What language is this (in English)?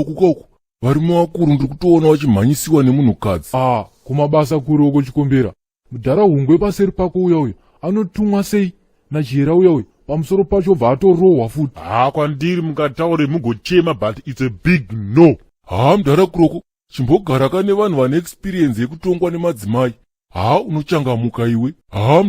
Shona